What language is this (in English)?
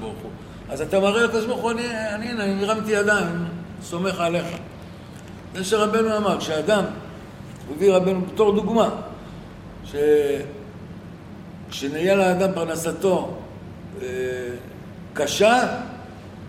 Hebrew